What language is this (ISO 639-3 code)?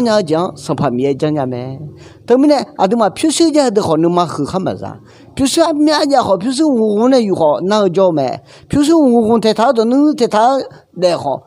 ahk